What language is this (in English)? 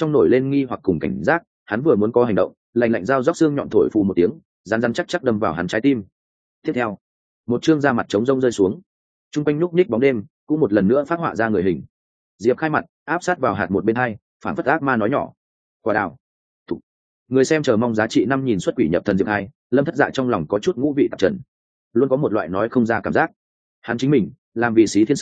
Vietnamese